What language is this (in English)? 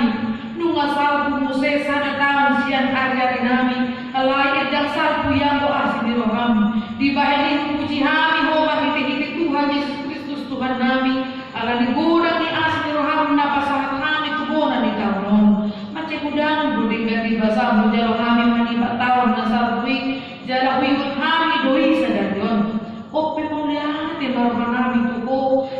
Batak Toba